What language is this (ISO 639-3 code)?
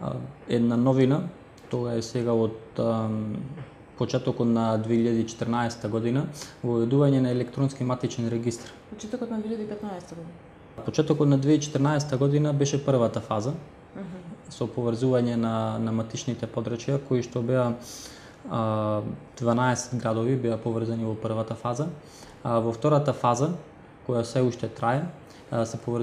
mkd